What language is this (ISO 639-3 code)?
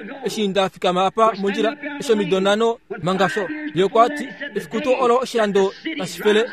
kua